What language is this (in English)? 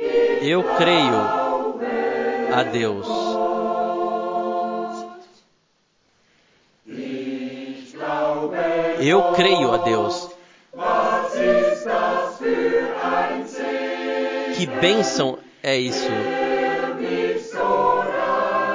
Portuguese